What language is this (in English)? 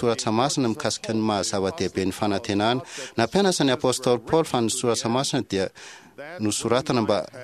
Malagasy